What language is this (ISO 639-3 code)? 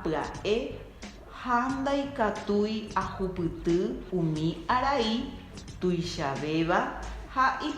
grn